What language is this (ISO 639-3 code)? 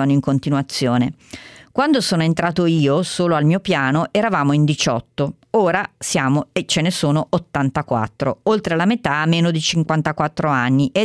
ita